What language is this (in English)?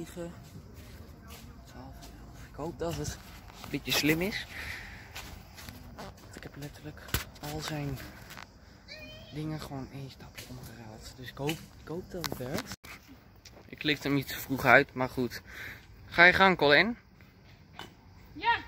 Dutch